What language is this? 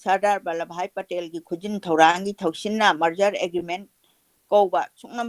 Manipuri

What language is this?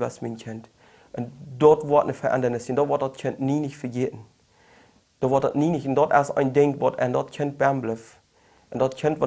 Plautdietsch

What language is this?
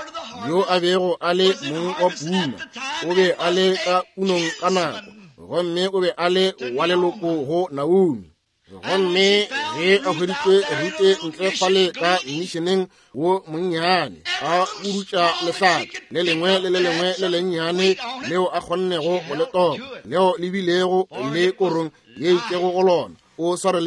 Northern Sotho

